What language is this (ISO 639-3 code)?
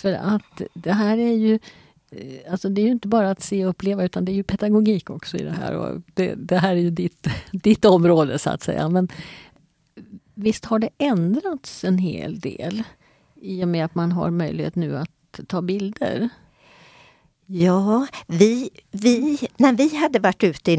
swe